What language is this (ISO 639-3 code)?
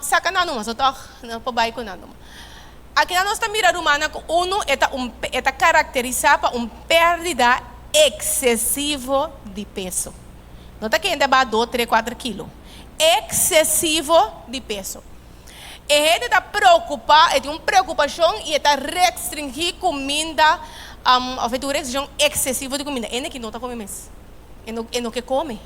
pap